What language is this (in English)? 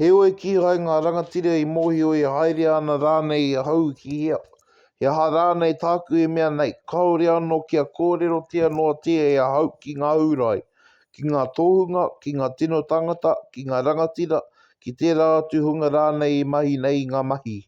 Māori